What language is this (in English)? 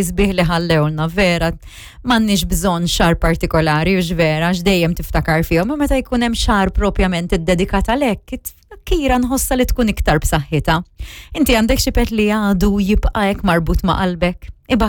Maltese